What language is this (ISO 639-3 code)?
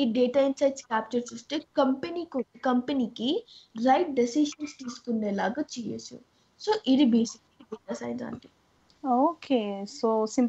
tel